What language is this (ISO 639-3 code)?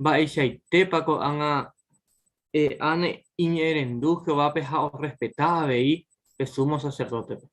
grn